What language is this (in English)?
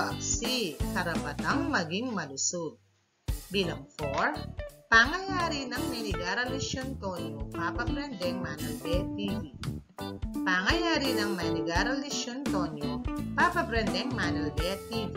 Pampanga